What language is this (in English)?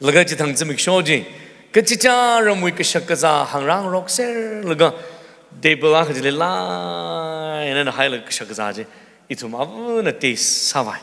Tangkhul Naga (India)